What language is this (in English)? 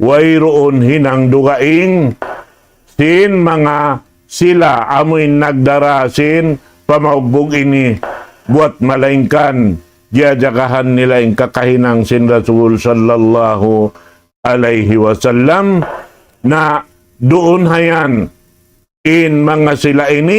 Tausug